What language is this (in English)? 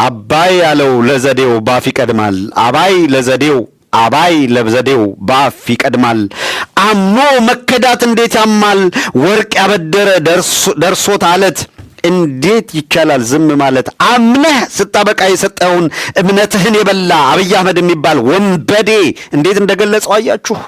Amharic